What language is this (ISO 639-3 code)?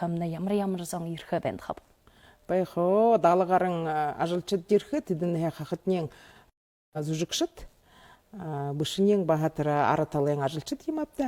bua